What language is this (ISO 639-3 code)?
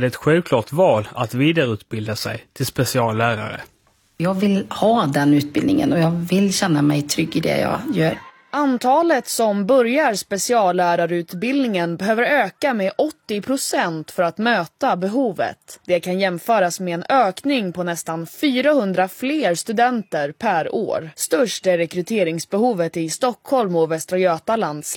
swe